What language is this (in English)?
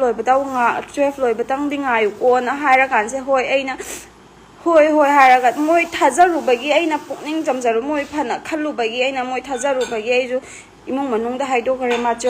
Manipuri